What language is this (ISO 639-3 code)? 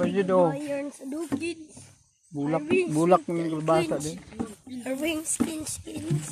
ceb